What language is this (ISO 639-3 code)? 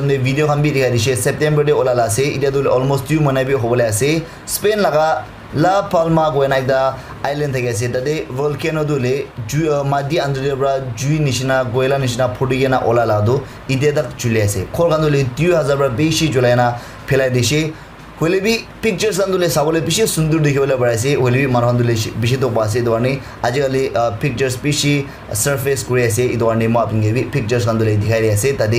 nag